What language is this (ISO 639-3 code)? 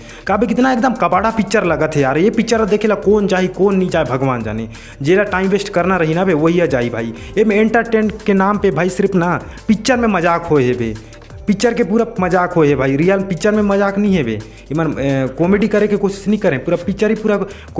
hne